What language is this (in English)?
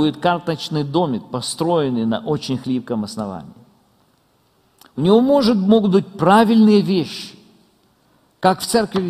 Russian